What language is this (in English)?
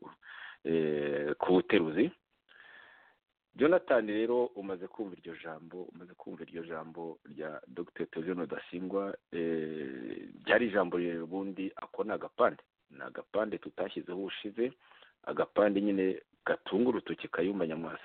Kinyarwanda